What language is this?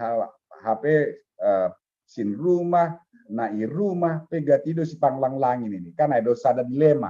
Batak Simalungun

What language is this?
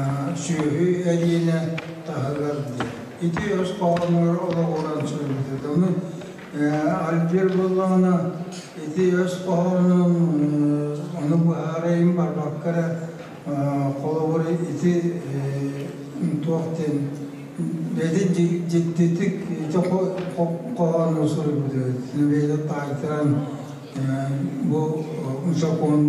Yakut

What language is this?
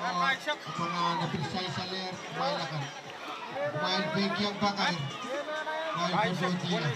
Pohnpeian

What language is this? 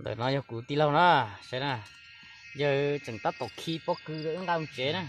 Hmong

